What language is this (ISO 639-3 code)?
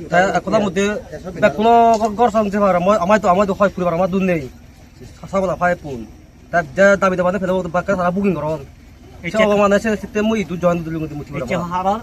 trp